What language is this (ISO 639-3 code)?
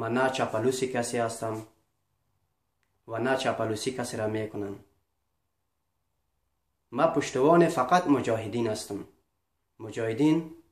fas